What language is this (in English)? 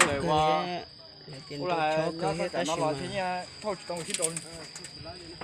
Hmong